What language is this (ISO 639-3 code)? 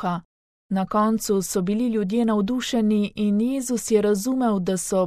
slv